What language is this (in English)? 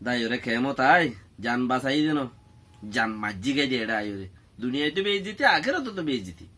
Rohingya